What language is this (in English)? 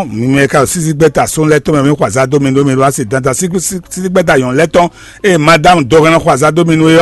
Fon